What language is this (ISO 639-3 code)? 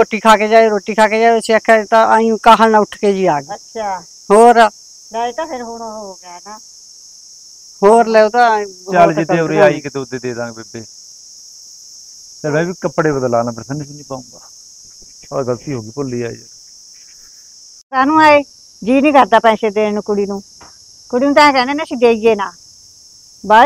pan